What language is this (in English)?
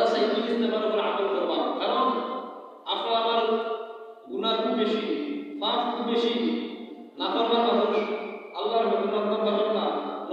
Sylheti